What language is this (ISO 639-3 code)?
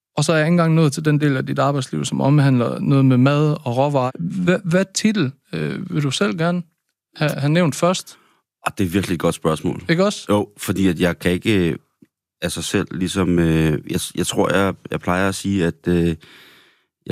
dan